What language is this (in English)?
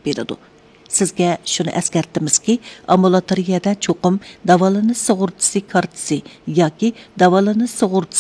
Uyghur